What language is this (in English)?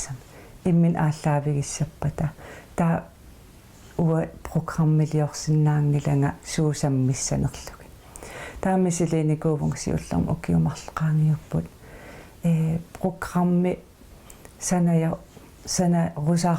Kalaallisut